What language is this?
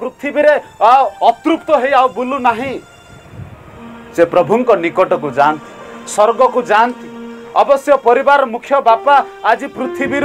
Odia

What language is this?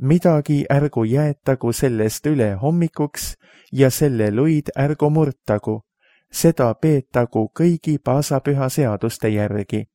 Estonian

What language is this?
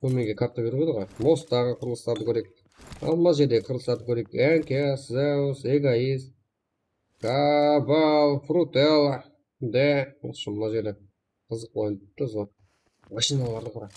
Kara-Kalpak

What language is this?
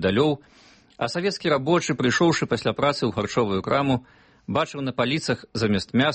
Belarusian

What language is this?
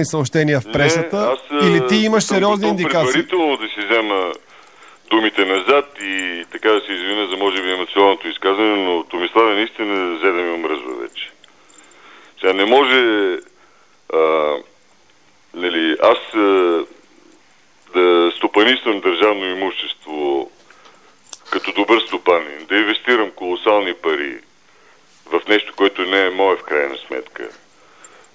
Bulgarian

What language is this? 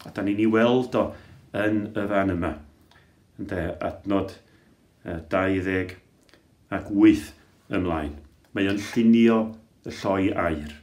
Welsh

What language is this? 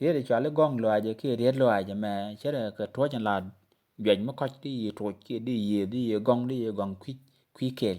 Nuer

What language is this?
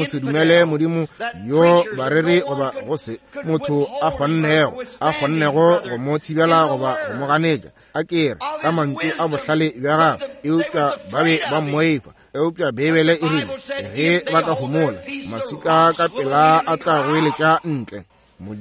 Northern Sotho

